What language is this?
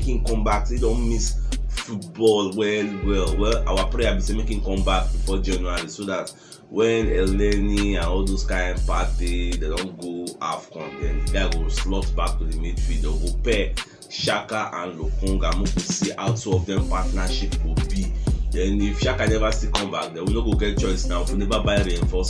Nigerian Pidgin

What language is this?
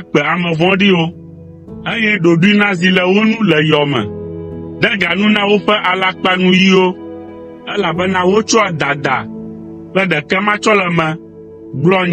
Ewe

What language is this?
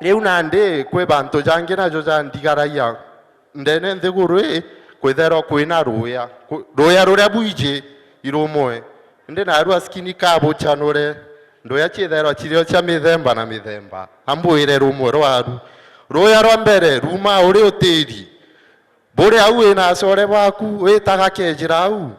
Meru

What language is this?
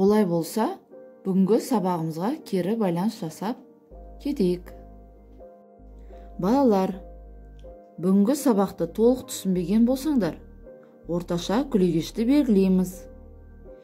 Kazakh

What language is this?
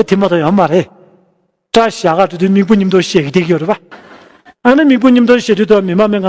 Tibetan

